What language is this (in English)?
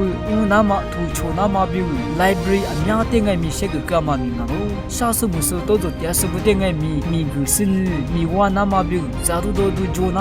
Lisu